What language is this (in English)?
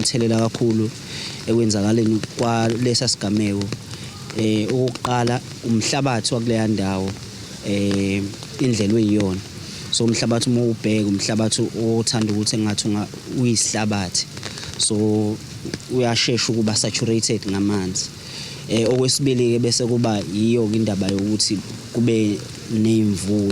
Zulu